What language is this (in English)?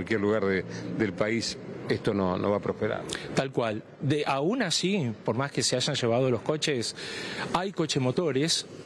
Spanish